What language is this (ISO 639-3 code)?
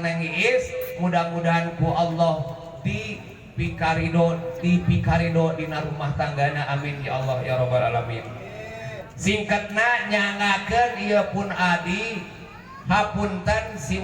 sun